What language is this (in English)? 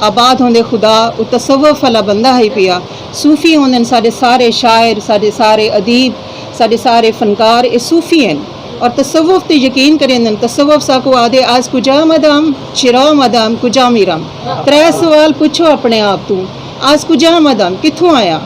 Saraiki